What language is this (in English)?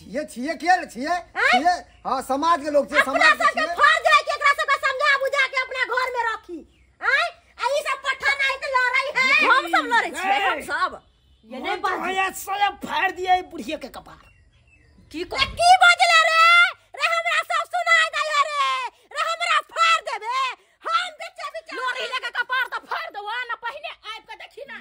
Maithili